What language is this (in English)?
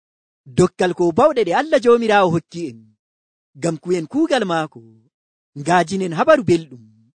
Nigerian Fulfulde